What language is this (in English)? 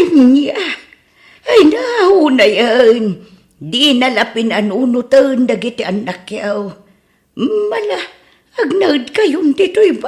Iloko